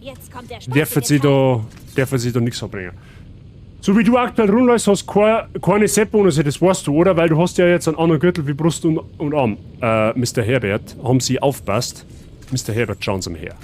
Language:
Bavarian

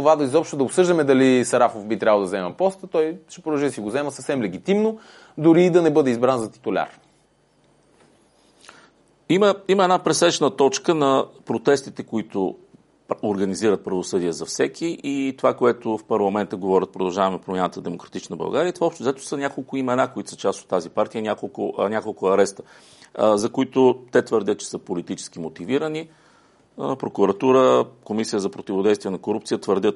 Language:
Bulgarian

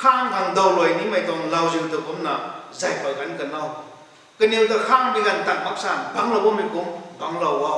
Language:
Rongmei Naga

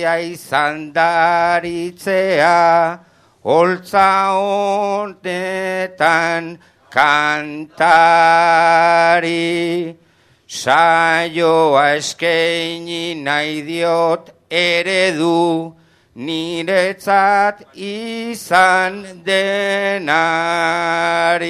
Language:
Basque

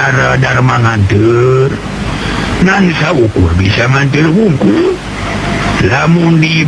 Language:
Sundanese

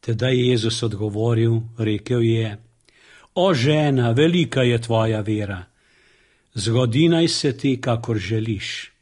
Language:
Slovenian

